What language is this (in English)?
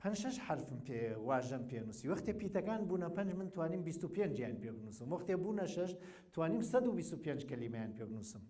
Central Kurdish